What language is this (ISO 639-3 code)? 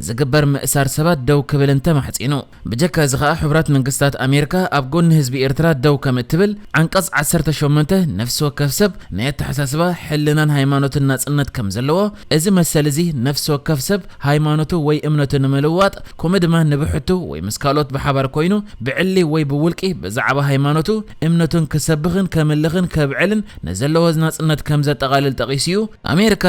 tir